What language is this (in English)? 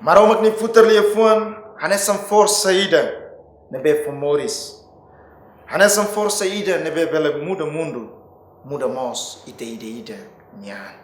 Tetum